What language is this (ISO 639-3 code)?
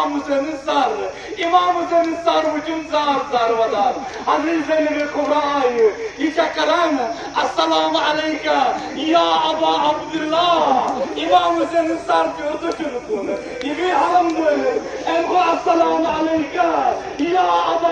kas